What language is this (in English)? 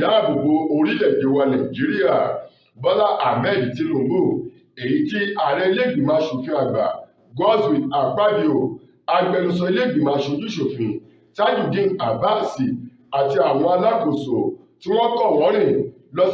Yoruba